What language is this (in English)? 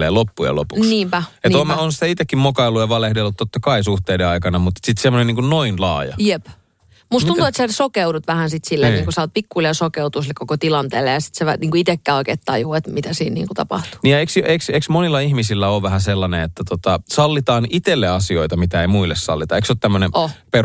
Finnish